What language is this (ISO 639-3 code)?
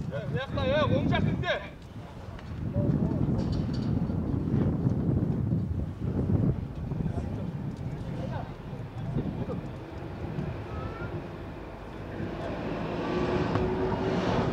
kaz